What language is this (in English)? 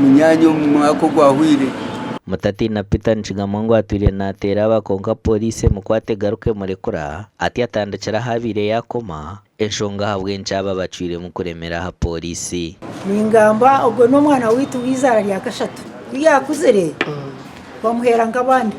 Nyankole